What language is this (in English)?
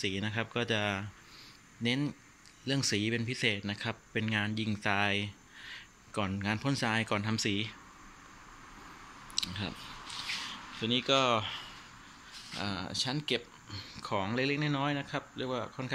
Thai